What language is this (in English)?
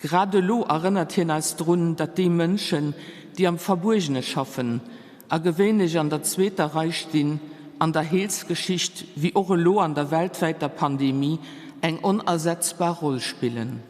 Luxembourgish